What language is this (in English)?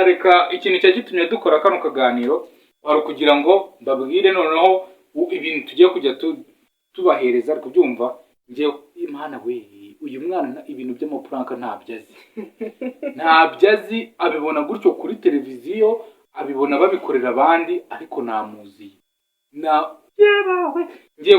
Kinyarwanda